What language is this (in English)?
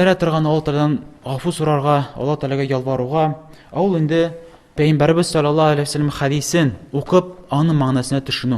Tatar